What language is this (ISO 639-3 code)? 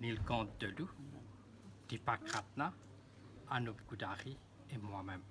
mfe